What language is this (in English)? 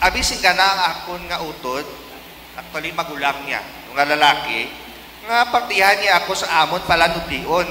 Hiligaynon